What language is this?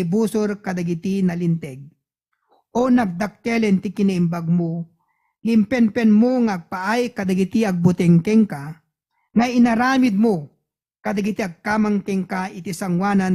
Iloko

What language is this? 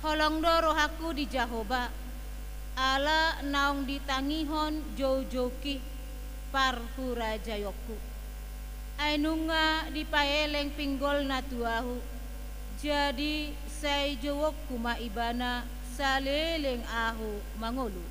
Batak Toba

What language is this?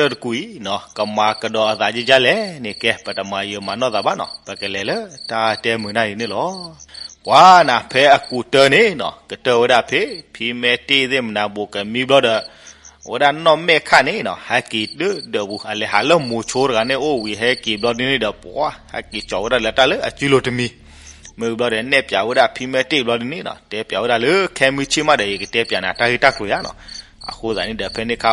S'gaw Karen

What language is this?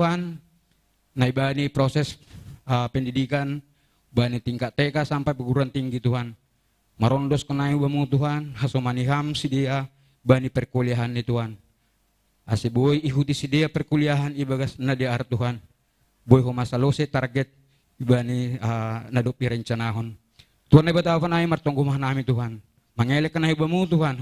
Batak Simalungun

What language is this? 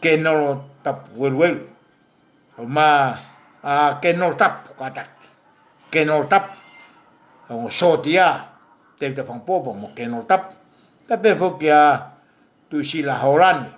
Tongan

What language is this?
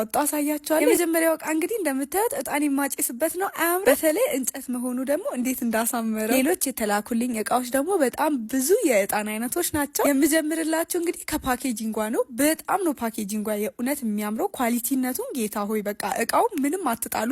Amharic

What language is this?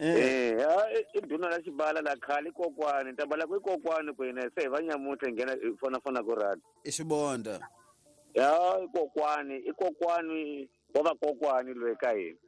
Tsonga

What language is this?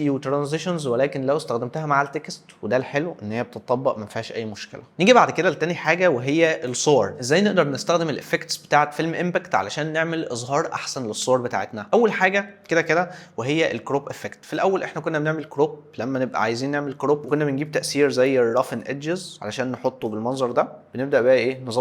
Egyptian Arabic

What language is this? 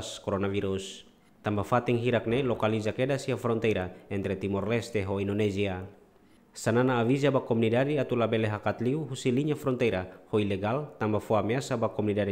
Tetum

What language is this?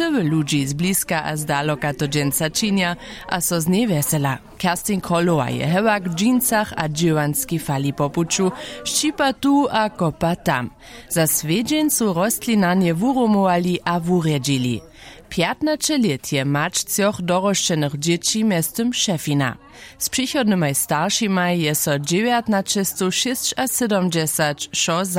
Upper Sorbian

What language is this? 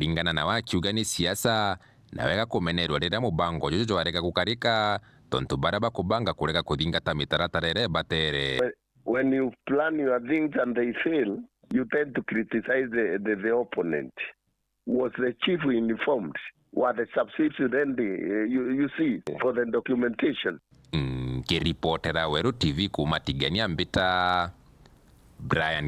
Meru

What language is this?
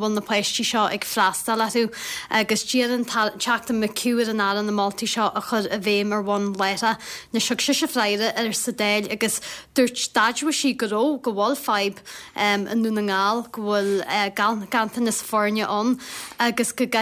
Irish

